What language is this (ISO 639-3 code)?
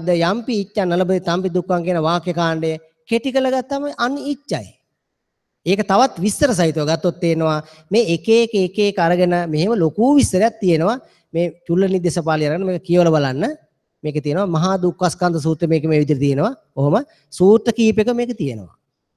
sin